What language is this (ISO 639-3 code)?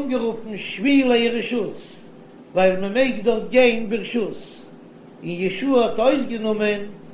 yid